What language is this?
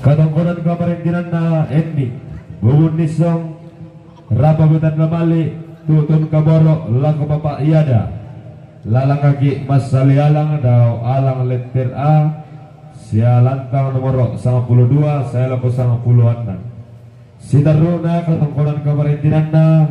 Toraja-Sa'dan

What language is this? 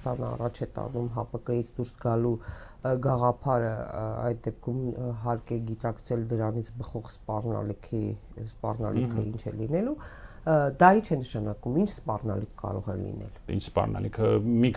Armenian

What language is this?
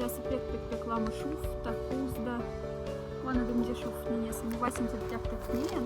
Moksha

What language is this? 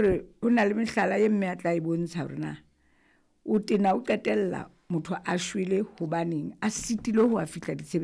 Southern Sotho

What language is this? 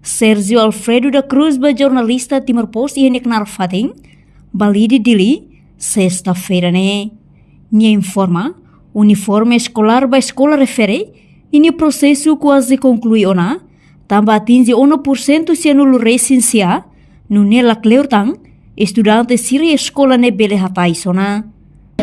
Tetum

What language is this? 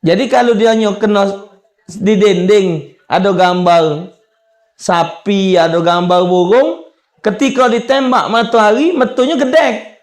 Musi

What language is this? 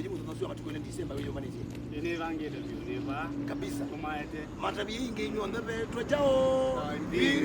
Kamba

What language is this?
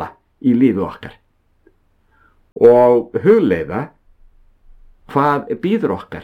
Icelandic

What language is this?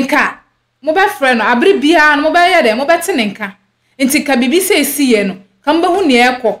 Akan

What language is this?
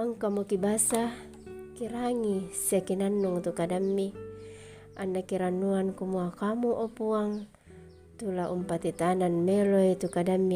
Toraja-Sa'dan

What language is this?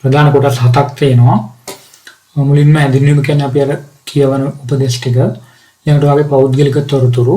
Sinhala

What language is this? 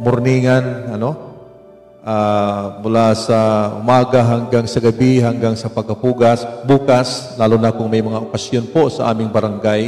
Waray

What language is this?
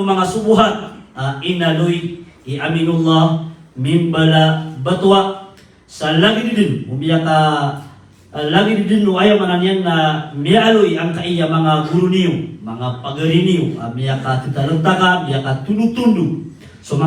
Maranao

